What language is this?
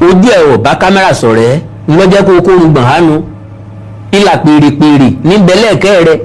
Yoruba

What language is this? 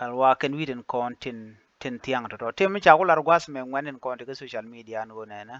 Nuer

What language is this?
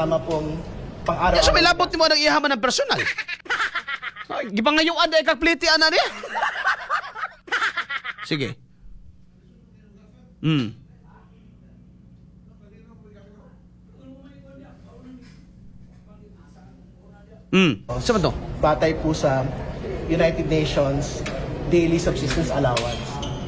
Filipino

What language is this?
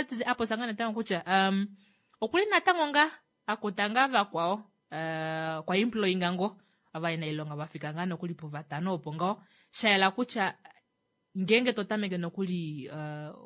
Kuanyama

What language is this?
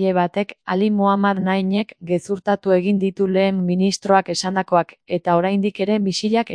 Basque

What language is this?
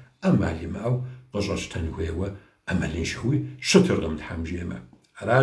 Kabardian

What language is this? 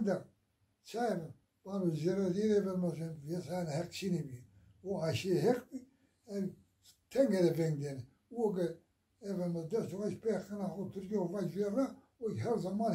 Zaza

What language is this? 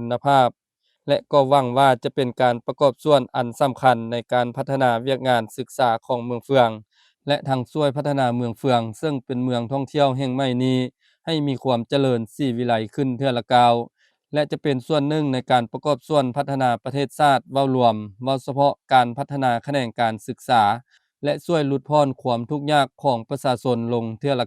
Lao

